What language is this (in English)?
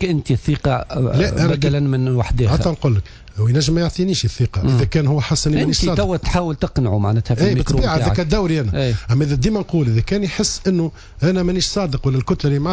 Tunisian Arabic